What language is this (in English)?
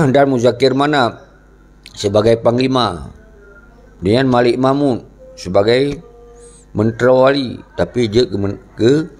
Achinese